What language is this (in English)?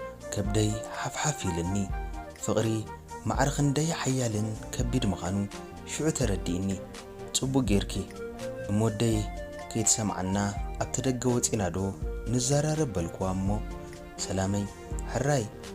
Tigrinya